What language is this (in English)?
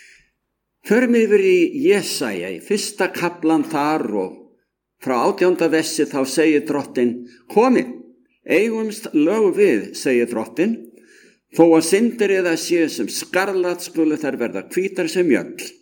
Icelandic